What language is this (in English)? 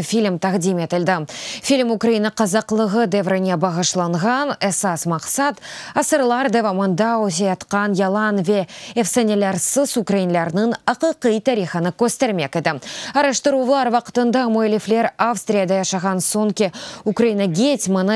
Crimean Tatar